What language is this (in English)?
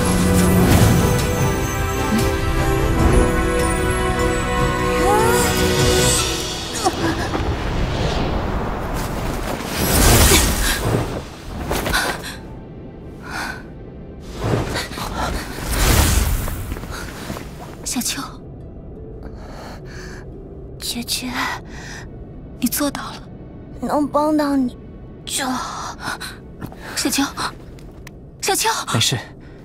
Chinese